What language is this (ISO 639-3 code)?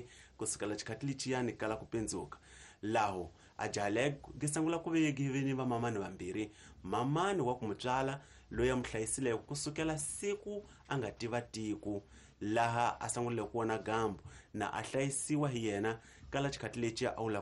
tso